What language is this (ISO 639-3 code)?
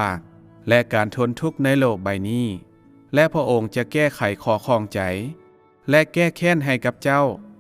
lao